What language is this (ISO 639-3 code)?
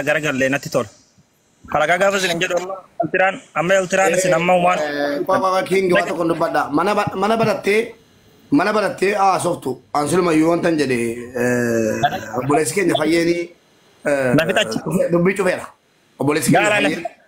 orm